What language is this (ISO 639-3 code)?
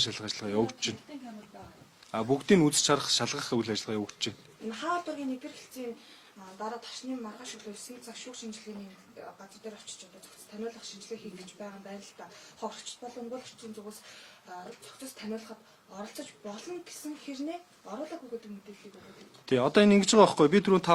mon